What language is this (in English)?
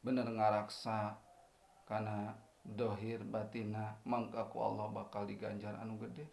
Sundanese